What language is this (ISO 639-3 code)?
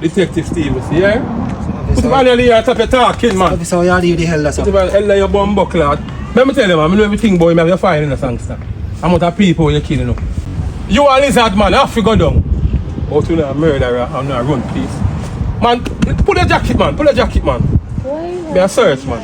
jam